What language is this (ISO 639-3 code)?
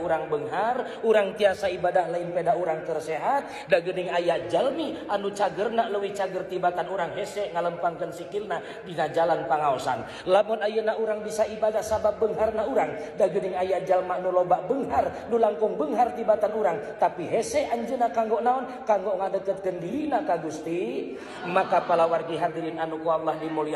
sun